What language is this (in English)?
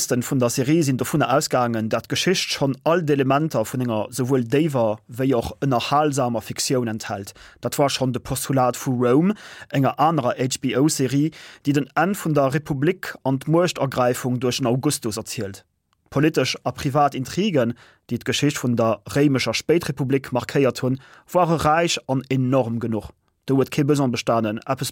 Luxembourgish